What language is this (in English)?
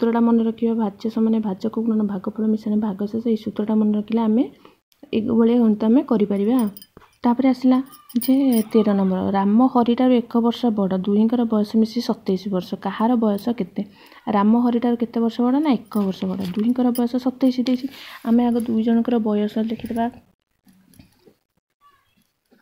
Odia